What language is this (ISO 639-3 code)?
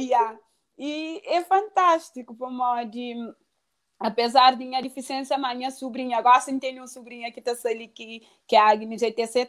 kea